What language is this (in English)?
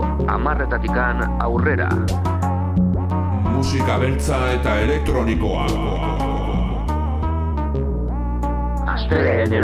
Basque